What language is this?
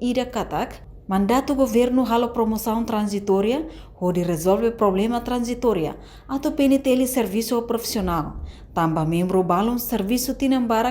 Tetum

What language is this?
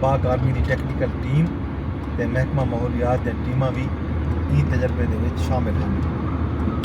Saraiki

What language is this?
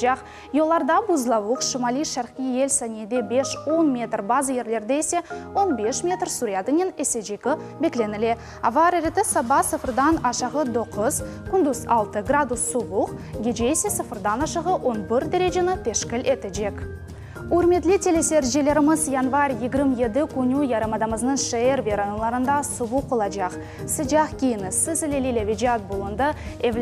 Crimean Tatar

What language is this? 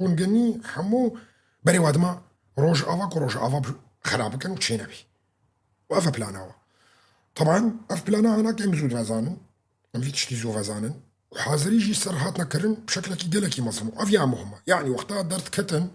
Kurdish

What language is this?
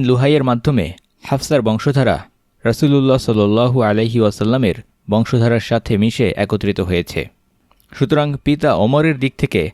Bangla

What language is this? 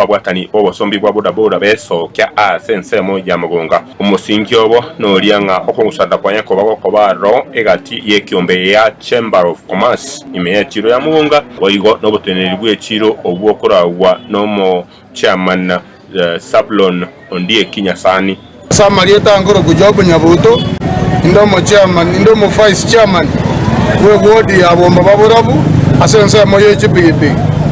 Gusii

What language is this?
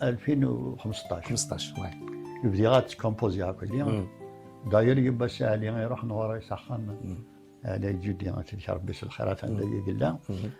Kabyle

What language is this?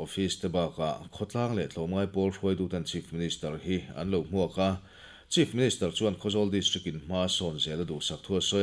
Mizo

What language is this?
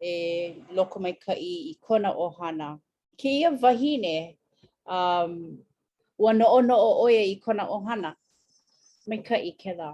Hawaiian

